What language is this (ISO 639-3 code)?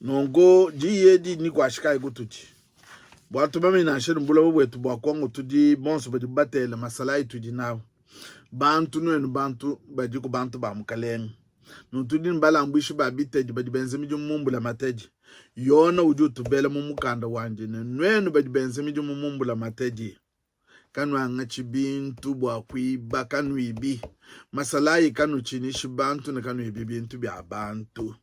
lua